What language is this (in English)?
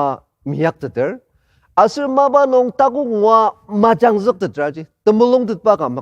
Ao Naga